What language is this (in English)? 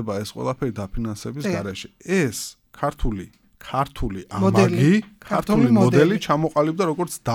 Georgian